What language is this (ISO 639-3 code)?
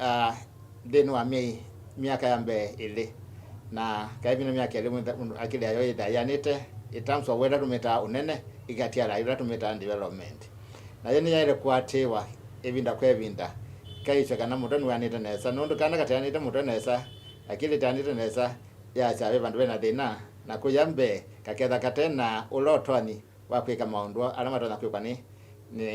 kam